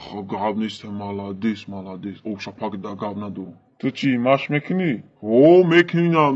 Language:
Tajik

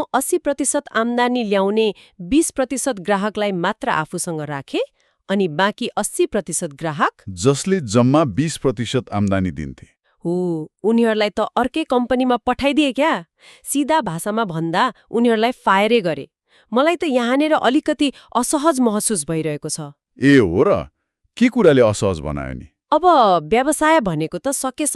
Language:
Nepali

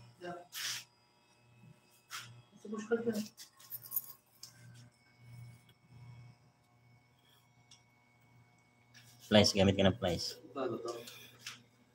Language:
Filipino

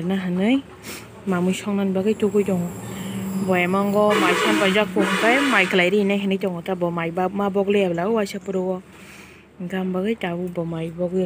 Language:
Kok Borok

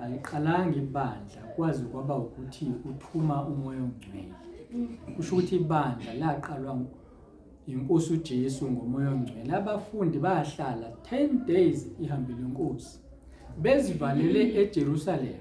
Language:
Zulu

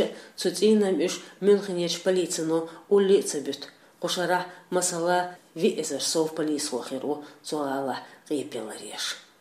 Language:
Chechen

